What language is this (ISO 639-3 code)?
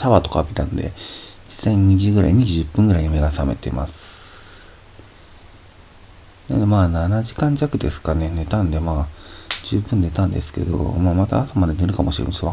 jpn